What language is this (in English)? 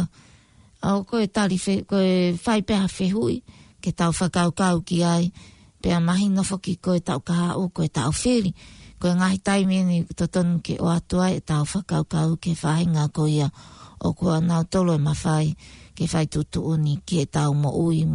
Tongan